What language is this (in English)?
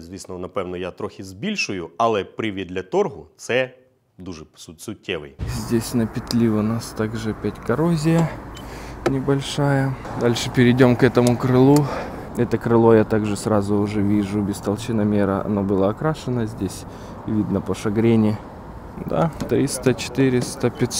Russian